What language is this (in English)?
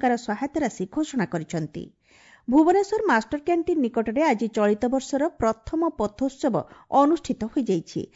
Odia